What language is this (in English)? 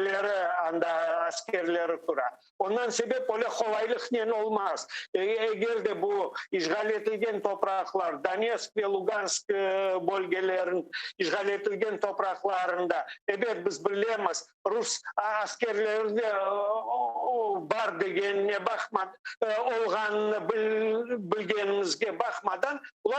Crimean Tatar